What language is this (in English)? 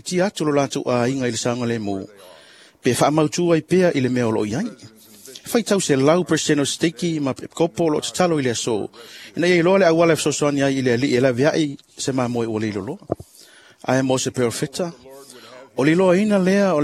Samoan